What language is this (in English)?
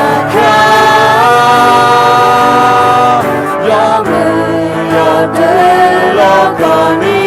Akha